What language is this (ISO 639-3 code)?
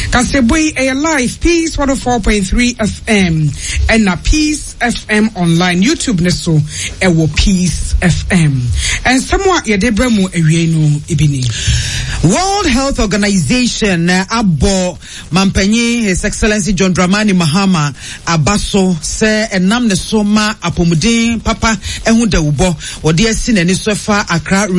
aka